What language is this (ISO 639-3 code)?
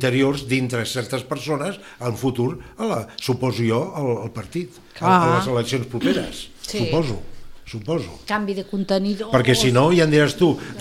cat